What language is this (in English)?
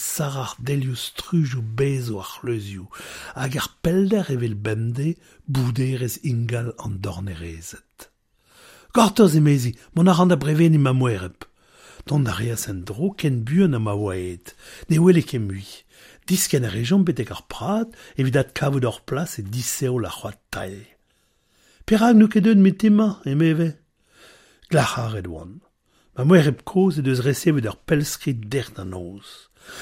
Breton